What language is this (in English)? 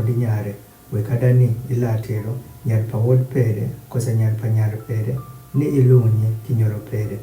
Adhola